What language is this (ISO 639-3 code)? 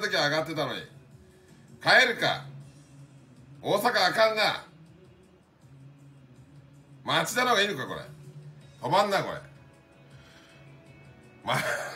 jpn